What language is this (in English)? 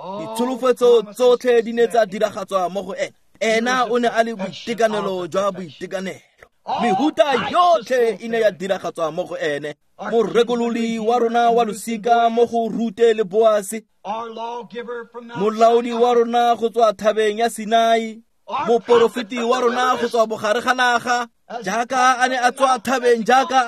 Tswana